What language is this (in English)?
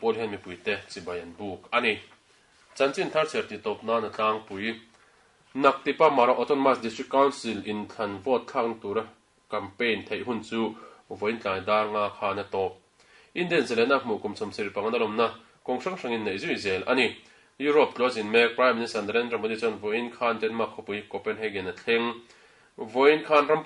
Mizo